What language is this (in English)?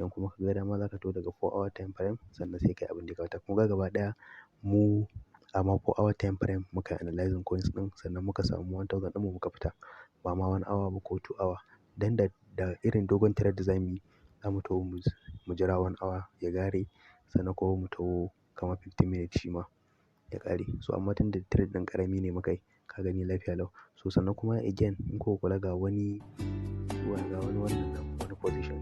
Hausa